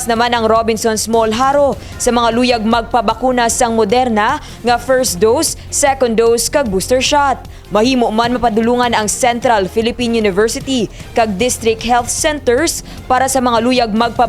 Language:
Hiligaynon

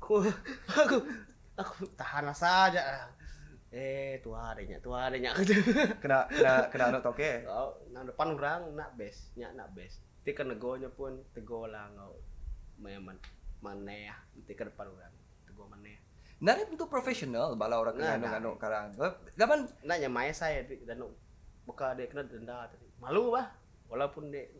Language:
Iban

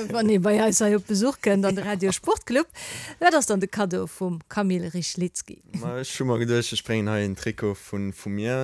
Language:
Luxembourgish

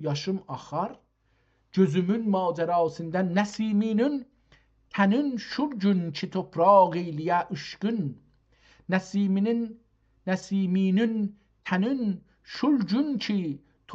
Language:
South Azerbaijani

